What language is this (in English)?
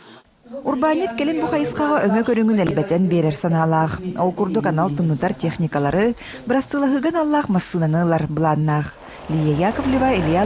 Yakut